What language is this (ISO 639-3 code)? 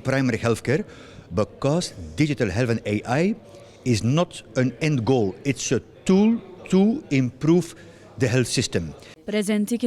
mlt